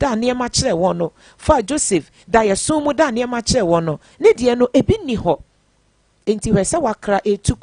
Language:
Akan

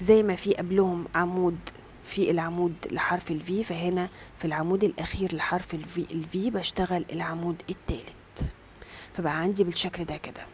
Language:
Egyptian Arabic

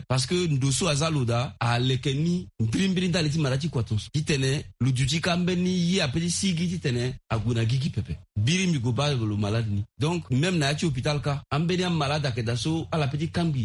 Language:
Sango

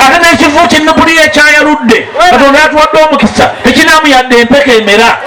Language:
Ganda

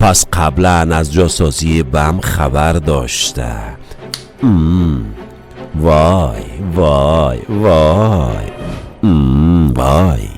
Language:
Persian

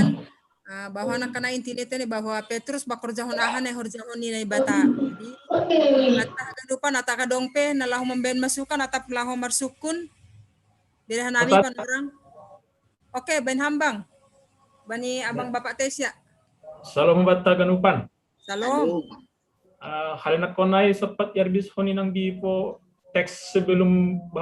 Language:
Batak Simalungun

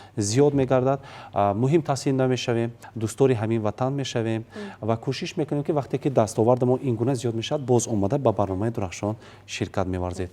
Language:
Tajik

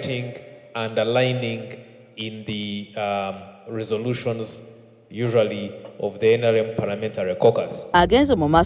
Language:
Ganda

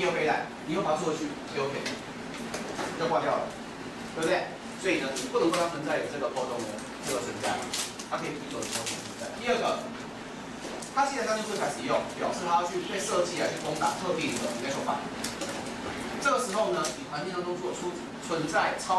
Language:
Chinese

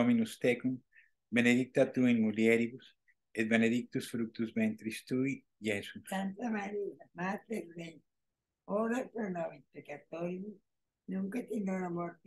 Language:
Latin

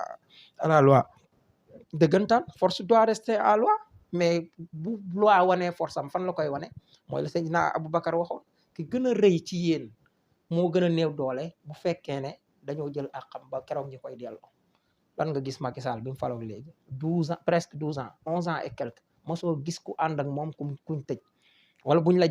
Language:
Wolof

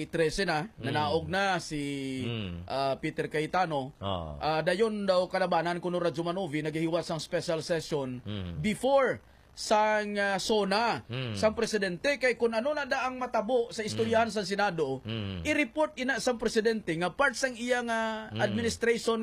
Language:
Hiligaynon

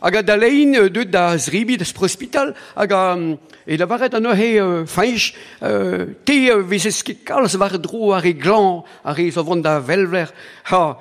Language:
Breton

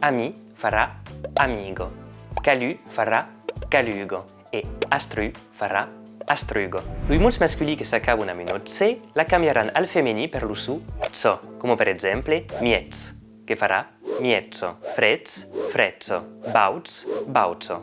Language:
Occitan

